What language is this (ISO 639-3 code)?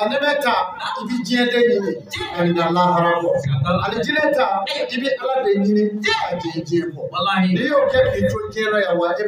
bam